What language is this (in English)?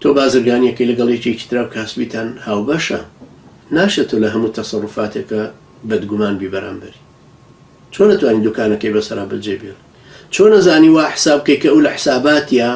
Central Kurdish